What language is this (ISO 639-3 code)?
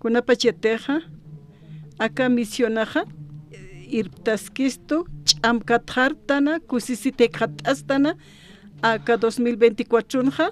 aym